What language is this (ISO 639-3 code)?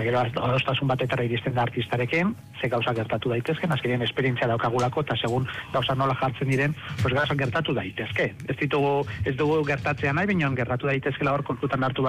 eus